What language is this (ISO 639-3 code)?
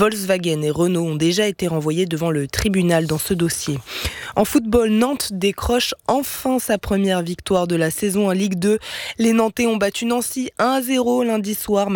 fra